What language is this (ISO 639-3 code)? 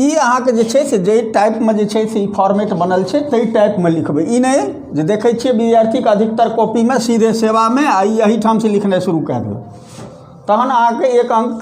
mai